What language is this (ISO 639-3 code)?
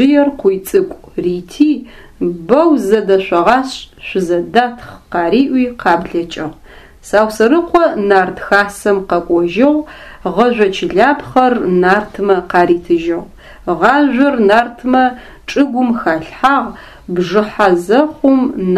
ady